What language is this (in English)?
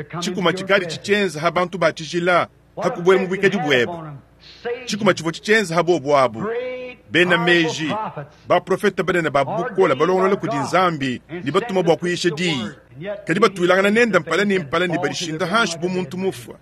Luba-Lulua